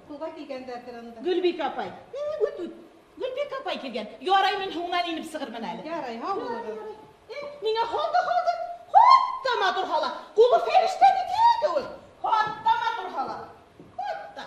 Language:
Bashkir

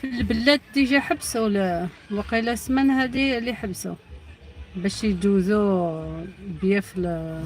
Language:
Algerian Arabic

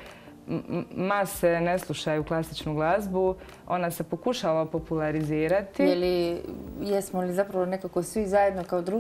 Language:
Croatian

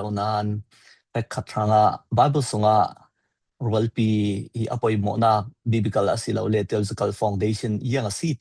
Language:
Falam Chin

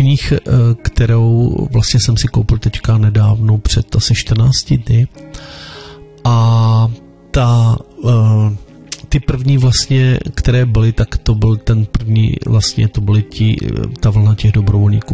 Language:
Czech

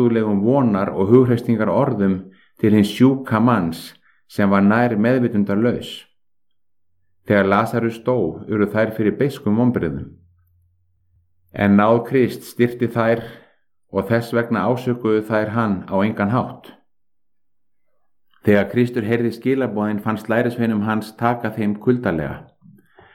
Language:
Icelandic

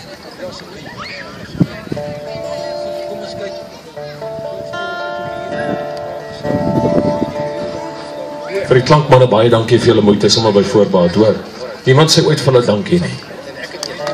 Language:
Afrikaans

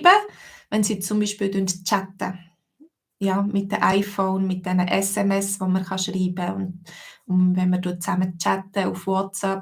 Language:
Swiss German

